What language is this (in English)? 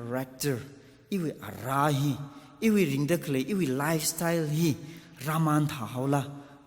Tangkhul Naga (India)